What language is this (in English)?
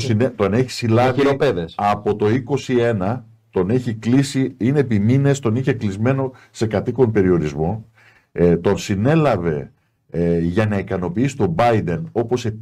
Greek